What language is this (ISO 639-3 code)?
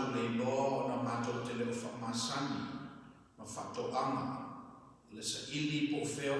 smo